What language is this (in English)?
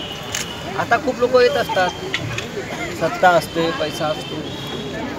Marathi